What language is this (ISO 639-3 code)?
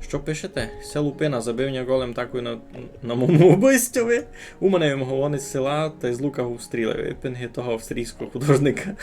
rue